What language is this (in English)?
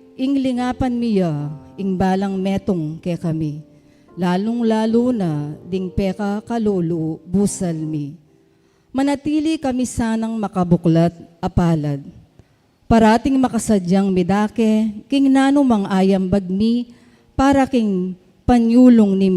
Pampanga